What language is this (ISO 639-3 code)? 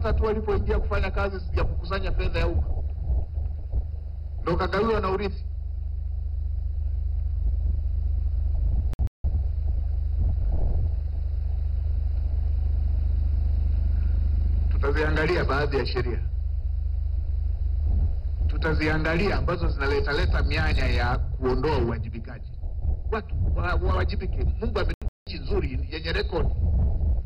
swa